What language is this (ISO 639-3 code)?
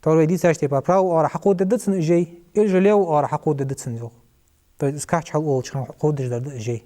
inh